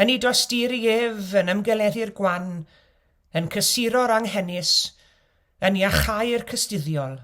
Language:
Welsh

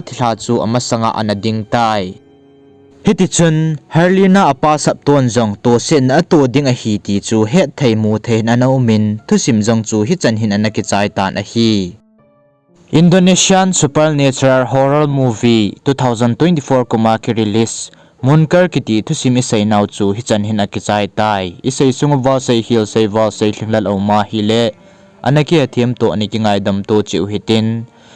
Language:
Thado Chin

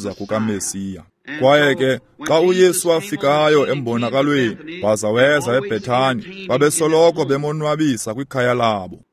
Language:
Xhosa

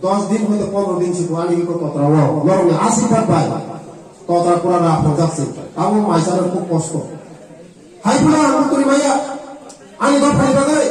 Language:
Riang (India)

